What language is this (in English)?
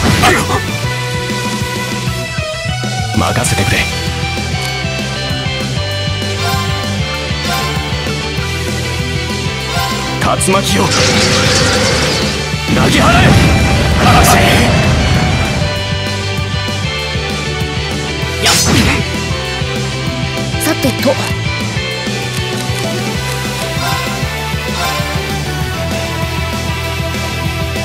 Japanese